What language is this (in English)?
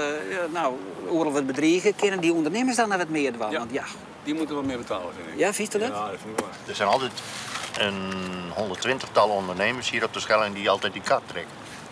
Western Frisian